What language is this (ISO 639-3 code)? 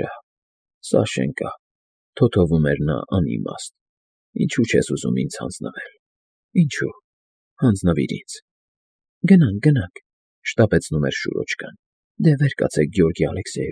hye